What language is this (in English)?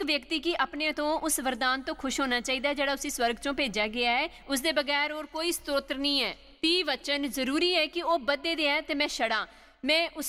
Dogri